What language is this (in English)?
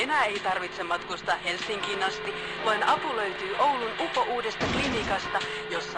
Finnish